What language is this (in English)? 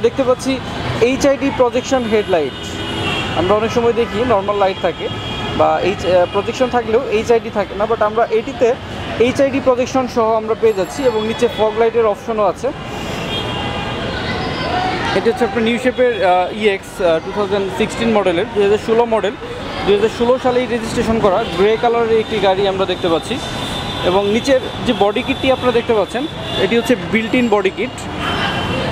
Bangla